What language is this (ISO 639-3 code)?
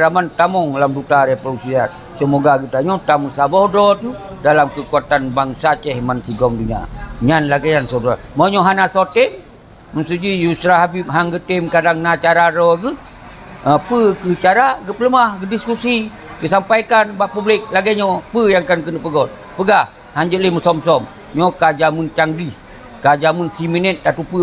ace